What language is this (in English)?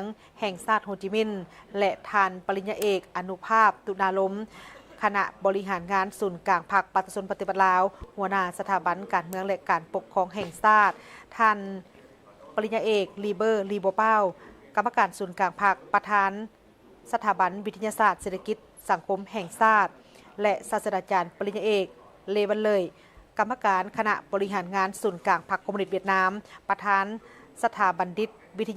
Lao